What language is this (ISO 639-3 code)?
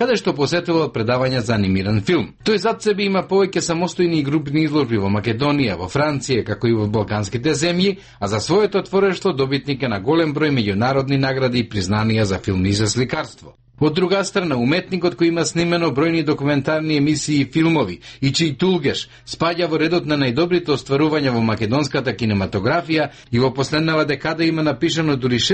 mkd